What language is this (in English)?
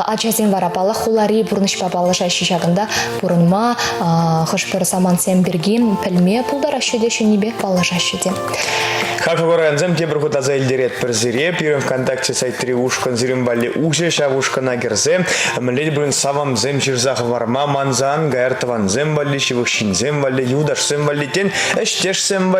Chuvash